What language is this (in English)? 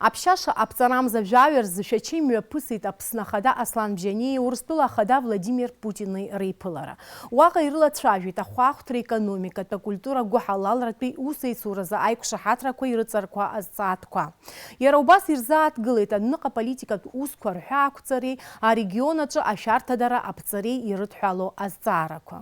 Abkhazian